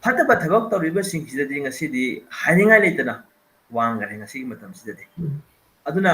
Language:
Manipuri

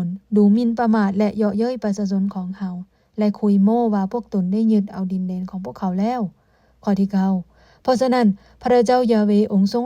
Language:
Lao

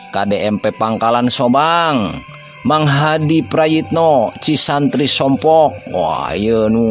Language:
Sundanese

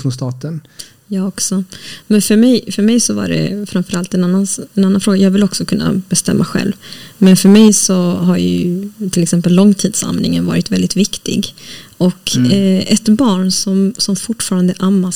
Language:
Swedish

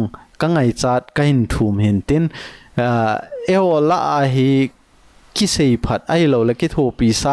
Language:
Thado Chin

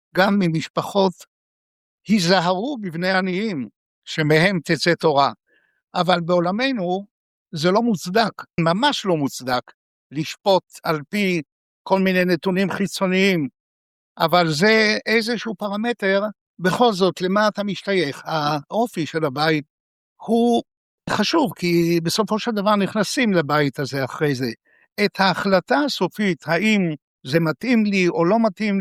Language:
Hebrew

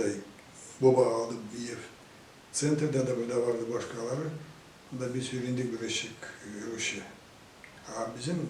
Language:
Gagauz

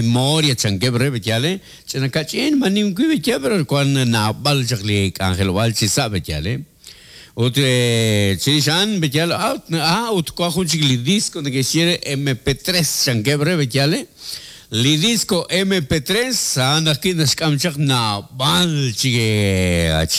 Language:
Kekchí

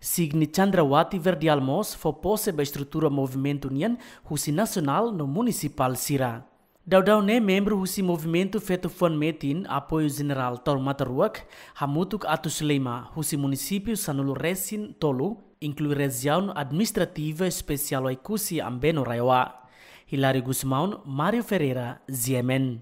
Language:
Tetum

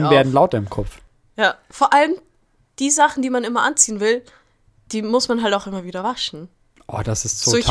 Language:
German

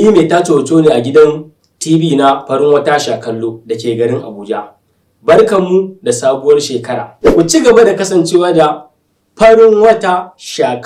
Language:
Hausa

